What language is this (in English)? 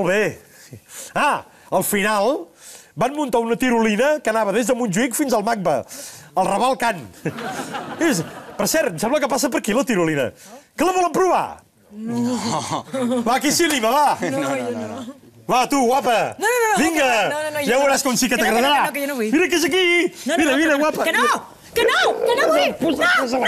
Catalan